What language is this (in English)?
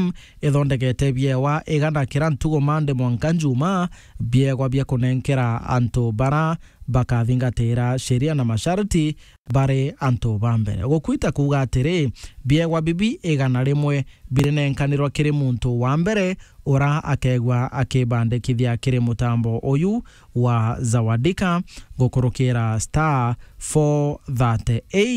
Meru